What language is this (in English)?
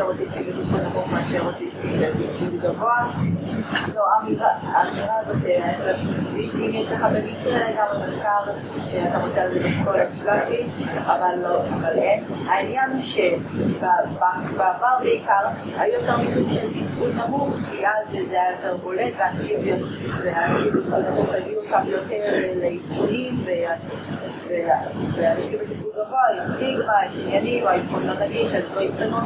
Hebrew